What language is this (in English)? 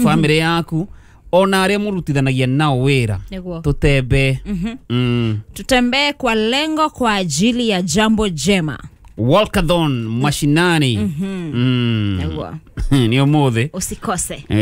Kikuyu